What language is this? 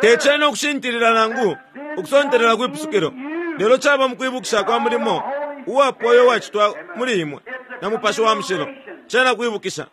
Bemba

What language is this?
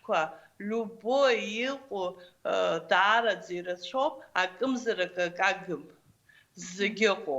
Abkhazian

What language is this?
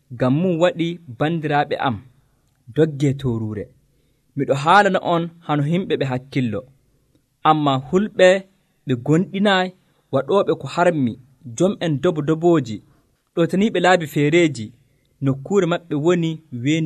Nigerian Fulfulde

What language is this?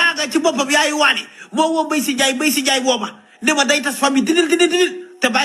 Wolof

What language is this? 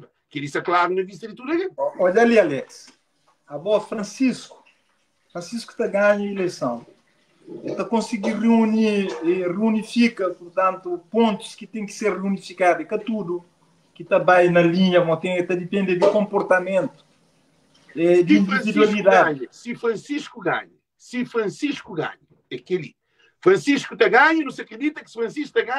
Kabuverdianu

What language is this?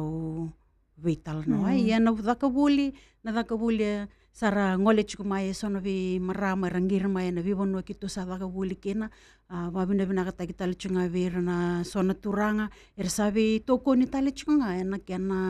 Fijian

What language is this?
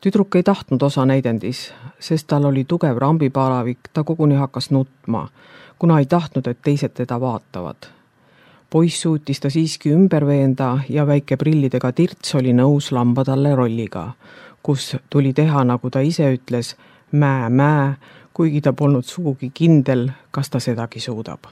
Estonian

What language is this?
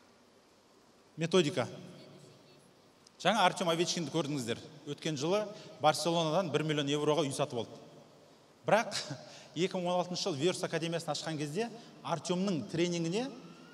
Kazakh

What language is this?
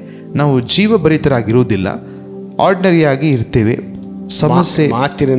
Kannada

